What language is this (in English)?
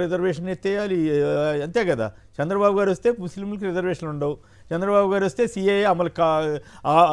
Telugu